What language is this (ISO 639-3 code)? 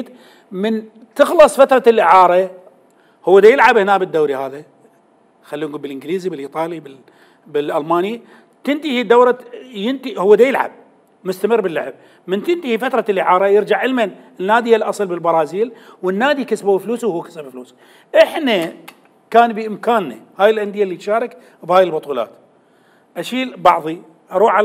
acm